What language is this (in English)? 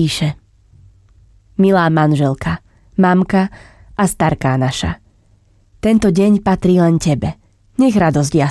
Slovak